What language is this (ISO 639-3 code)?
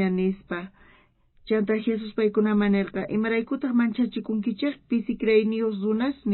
quh